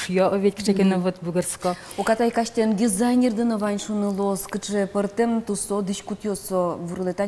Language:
Udmurt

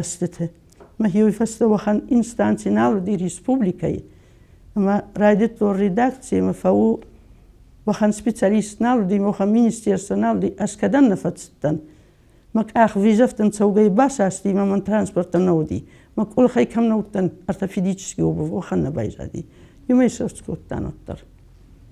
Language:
Ossetic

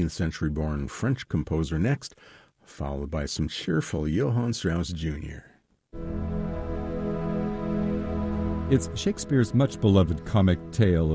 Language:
English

